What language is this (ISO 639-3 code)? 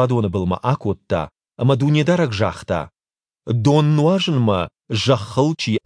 oss